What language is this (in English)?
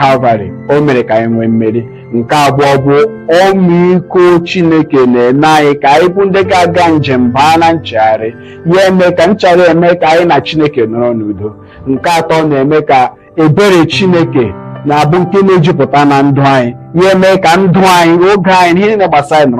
Igbo